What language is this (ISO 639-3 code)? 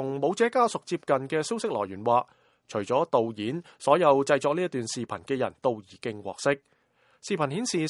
yue